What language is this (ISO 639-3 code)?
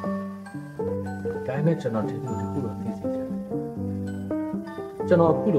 mya